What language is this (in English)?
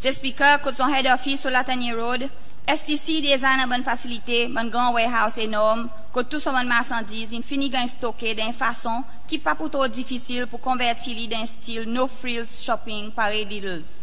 Seselwa Creole French